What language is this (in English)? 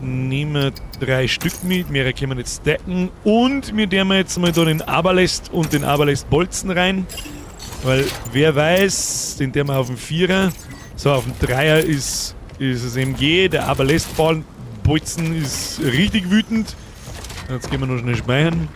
Bavarian